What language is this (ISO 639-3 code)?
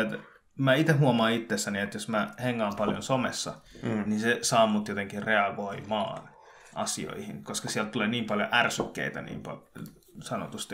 fin